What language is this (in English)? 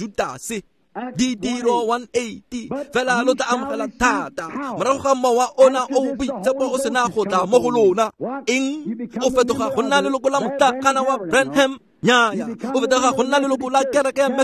Tswana